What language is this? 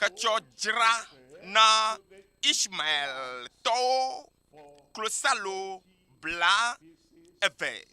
Ewe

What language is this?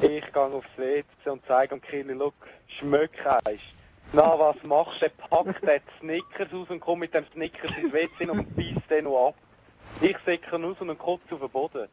Swiss German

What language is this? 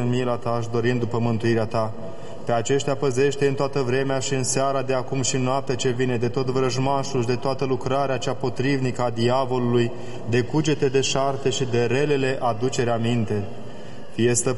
Romanian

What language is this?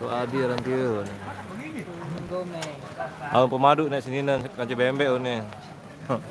Sasak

